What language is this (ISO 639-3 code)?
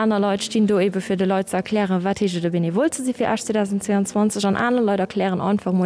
ltz